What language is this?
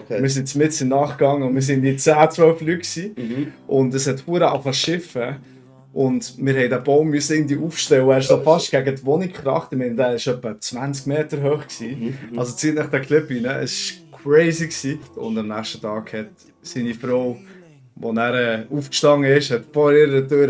Swiss German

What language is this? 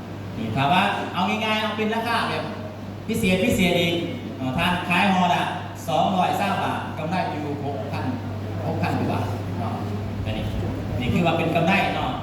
Northeastern Thai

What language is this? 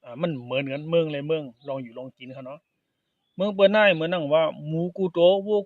Shan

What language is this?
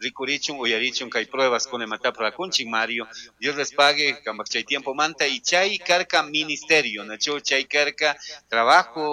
Chimborazo Highland Quichua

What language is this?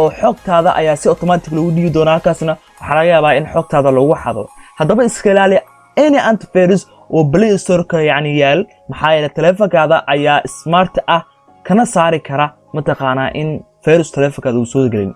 Somali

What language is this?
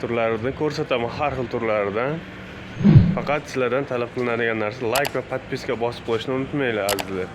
Uzbek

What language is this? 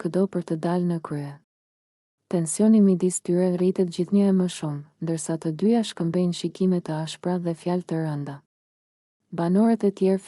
Albanian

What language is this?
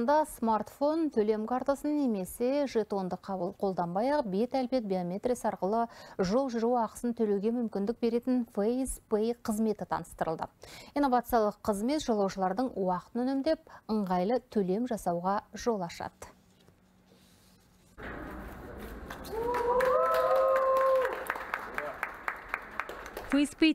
Kazakh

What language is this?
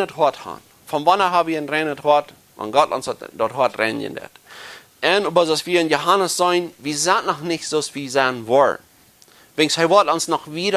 Plautdietsch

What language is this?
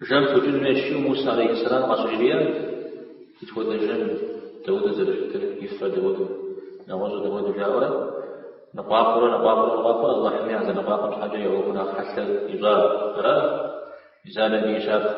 Kabardian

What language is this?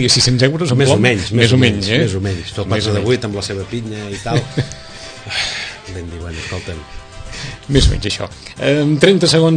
Catalan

